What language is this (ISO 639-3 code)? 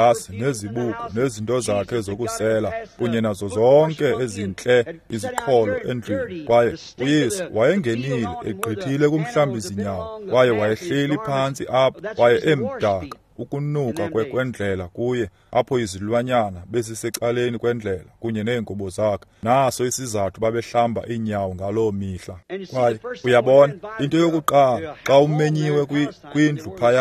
xho